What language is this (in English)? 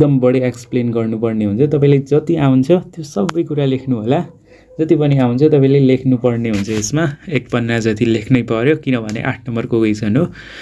Nepali